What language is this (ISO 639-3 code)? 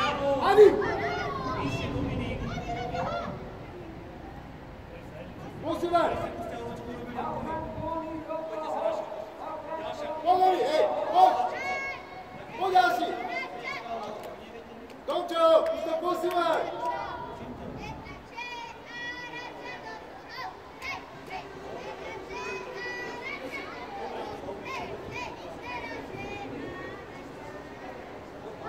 slk